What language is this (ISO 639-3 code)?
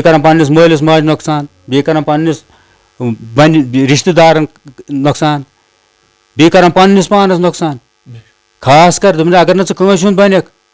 kas